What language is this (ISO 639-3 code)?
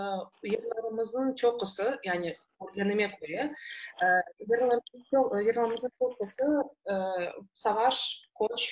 crh